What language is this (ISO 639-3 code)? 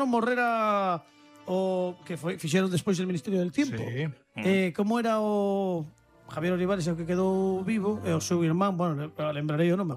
glg